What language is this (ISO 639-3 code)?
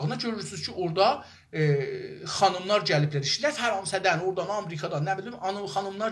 azb